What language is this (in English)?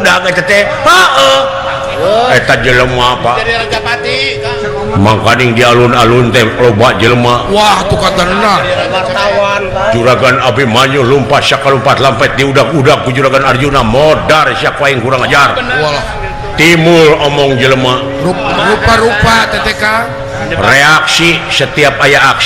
Sundanese